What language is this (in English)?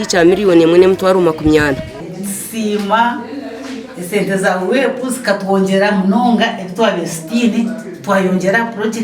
Nyankole